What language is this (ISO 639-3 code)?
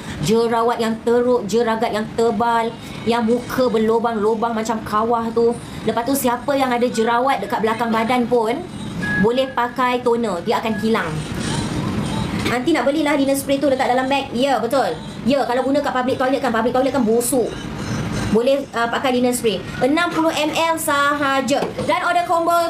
msa